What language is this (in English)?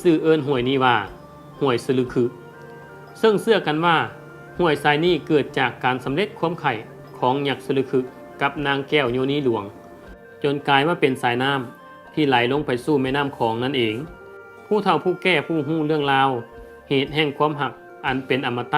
Lao